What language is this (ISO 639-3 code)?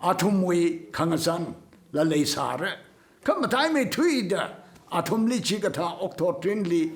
nmf